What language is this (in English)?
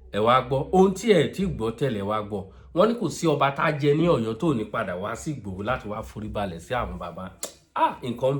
Yoruba